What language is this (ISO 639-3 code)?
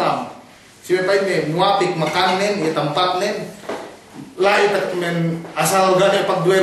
yka